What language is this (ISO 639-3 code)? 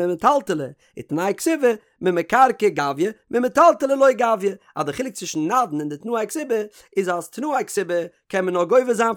yid